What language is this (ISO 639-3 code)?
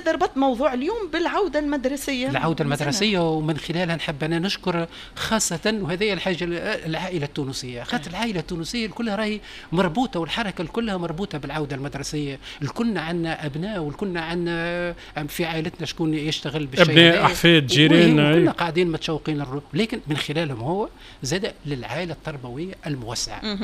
aeb